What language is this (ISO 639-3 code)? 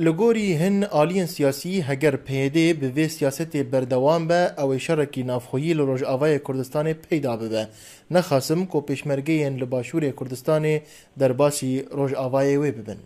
kur